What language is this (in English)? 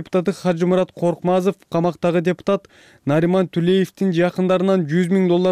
Kyrgyz